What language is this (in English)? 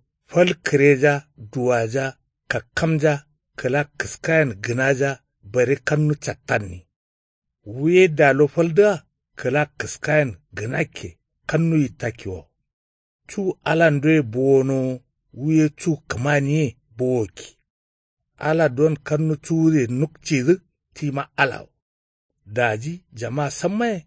Kanuri